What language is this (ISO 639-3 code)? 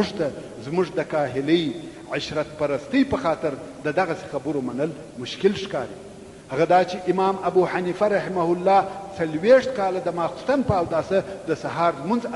pus